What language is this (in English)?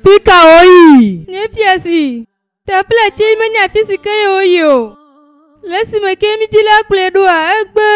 Ewe